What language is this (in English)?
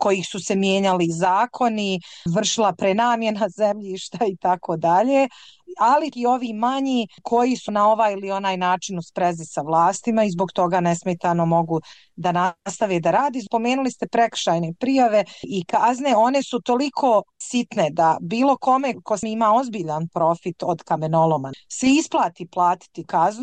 Bosnian